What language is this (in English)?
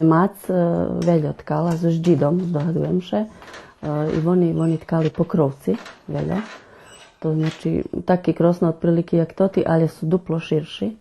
Rusyn